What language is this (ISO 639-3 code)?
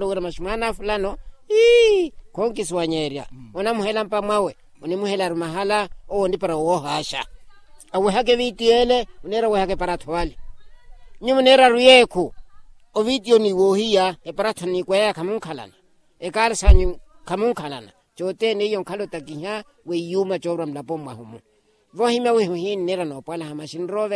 vmw